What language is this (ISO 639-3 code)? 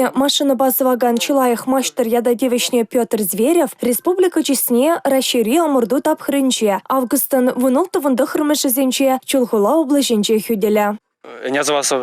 chv